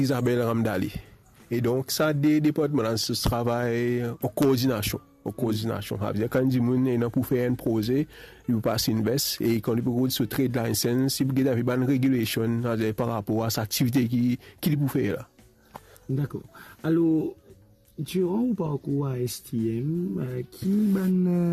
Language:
Morisyen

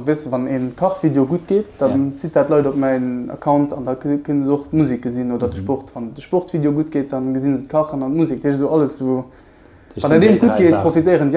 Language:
Luxembourgish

